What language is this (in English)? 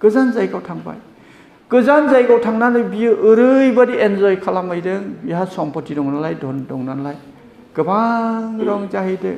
Bodo